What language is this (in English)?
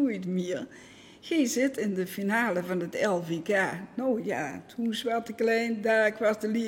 Limburgish